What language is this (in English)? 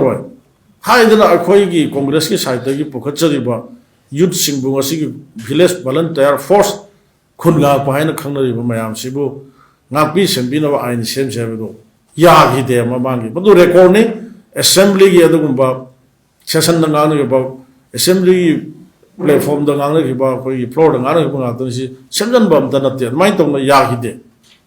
Manipuri